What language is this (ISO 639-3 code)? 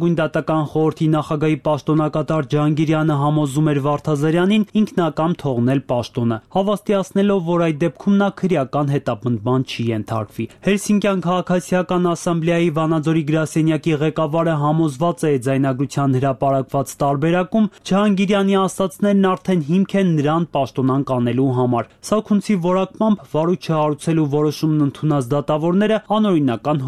hye